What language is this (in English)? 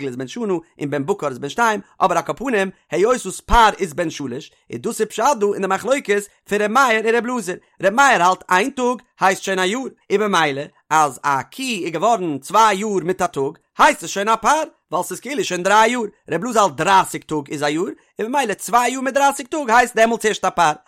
Yiddish